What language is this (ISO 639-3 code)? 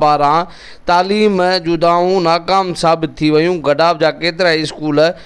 snd